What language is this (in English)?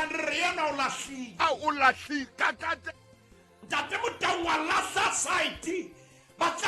Southern Sotho